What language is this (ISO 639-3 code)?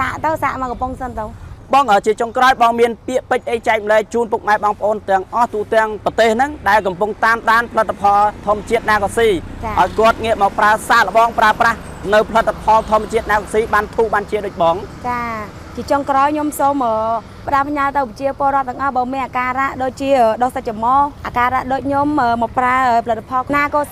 khm